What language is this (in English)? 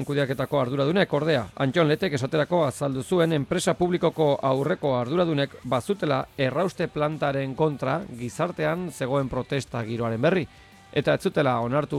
Basque